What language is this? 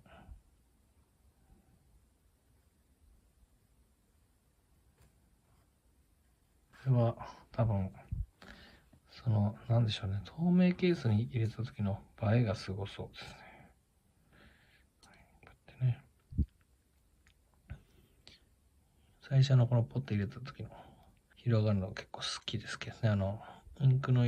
Japanese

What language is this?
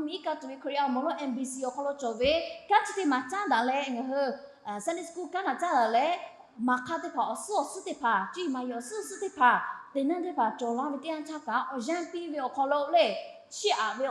Lahu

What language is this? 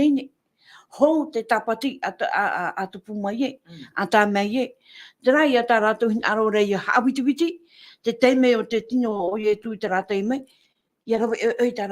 Tahitian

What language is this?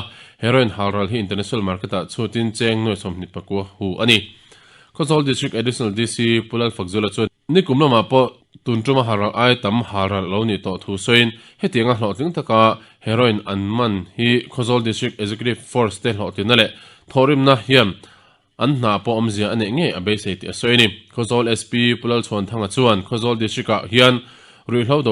Mizo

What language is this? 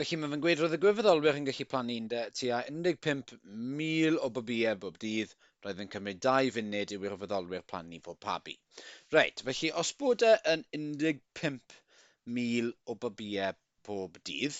Welsh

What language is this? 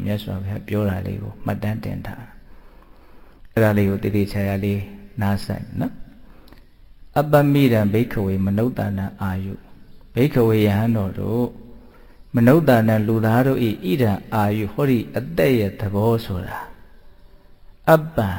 Burmese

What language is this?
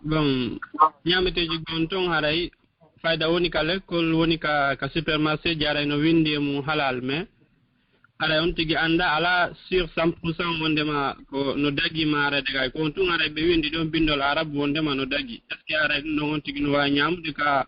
Fula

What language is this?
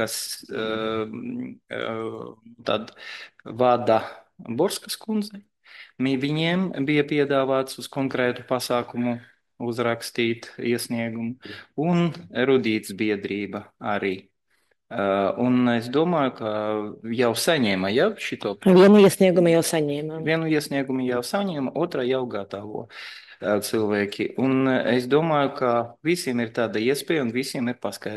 Latvian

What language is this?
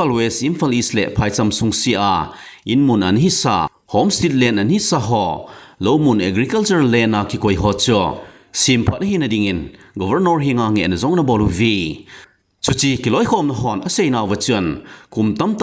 Thado Chin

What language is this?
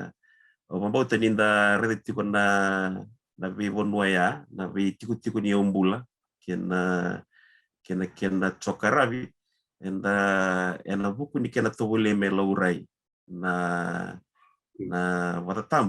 Fijian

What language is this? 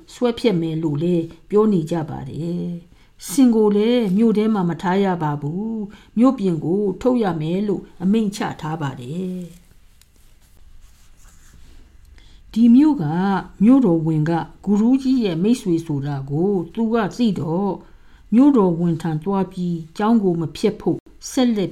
Burmese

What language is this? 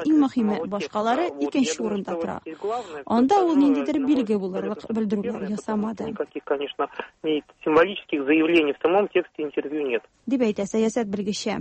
Tatar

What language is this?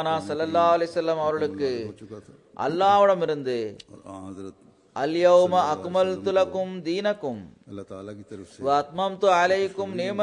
Tamil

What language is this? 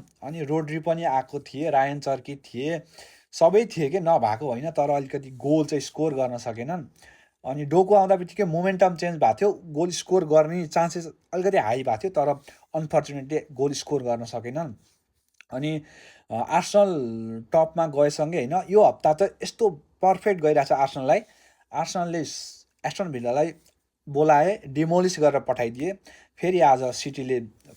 Nepali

